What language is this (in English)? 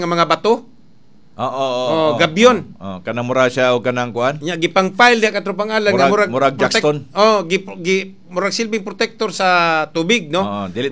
Cebuano